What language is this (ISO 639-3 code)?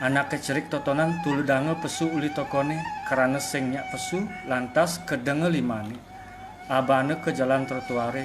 ban